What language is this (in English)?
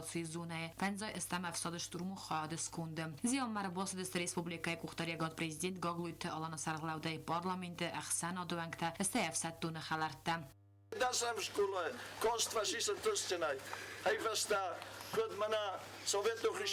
Ossetic